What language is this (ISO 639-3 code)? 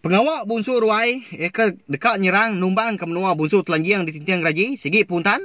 iba